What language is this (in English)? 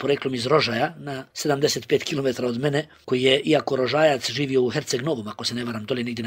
Bosnian